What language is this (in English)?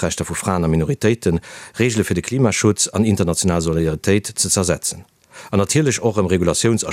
Luxembourgish